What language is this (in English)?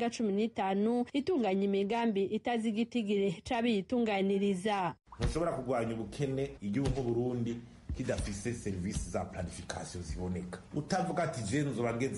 Rundi